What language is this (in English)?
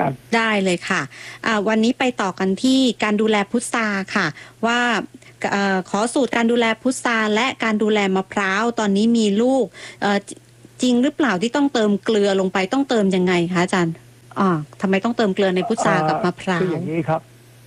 Thai